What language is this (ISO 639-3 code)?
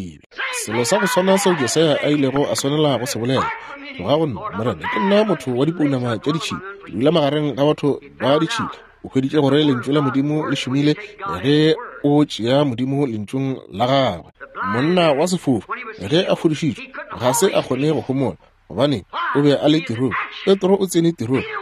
nso